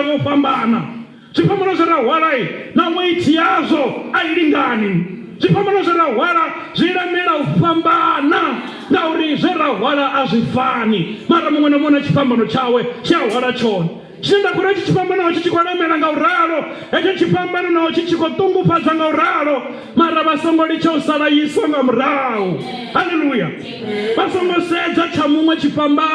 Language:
Venda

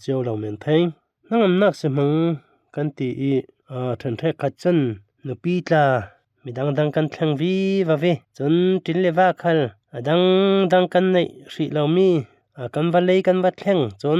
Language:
Falam Chin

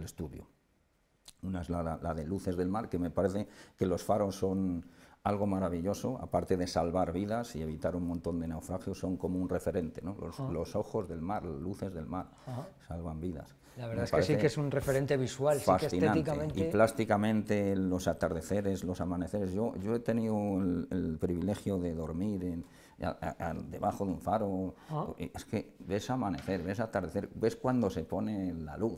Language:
Spanish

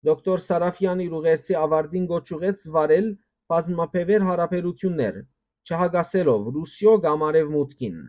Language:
Western Armenian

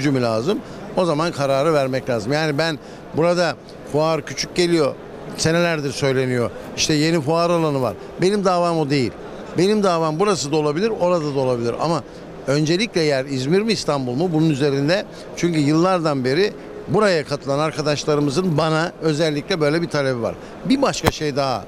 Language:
Turkish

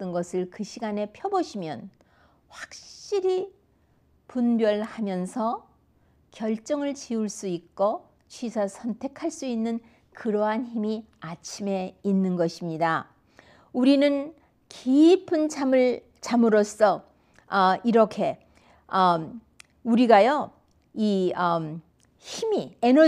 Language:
Korean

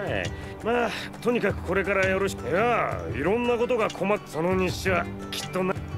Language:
Japanese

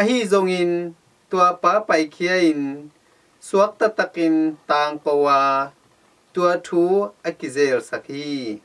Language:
Tedim Chin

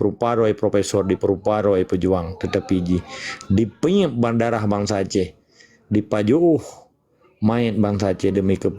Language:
Achinese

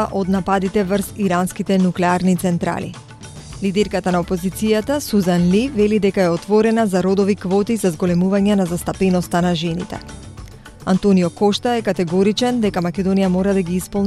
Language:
Macedonian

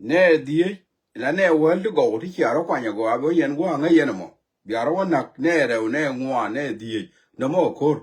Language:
Nuer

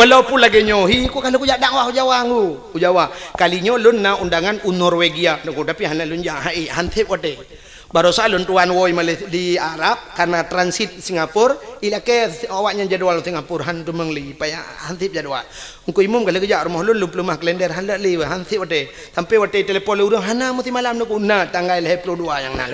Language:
Achinese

